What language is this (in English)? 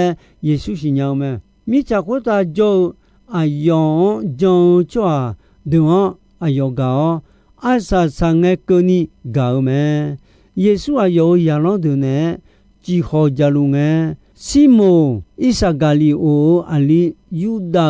Akha